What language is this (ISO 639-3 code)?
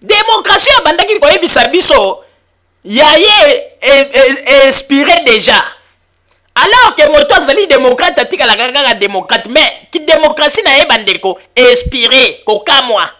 lin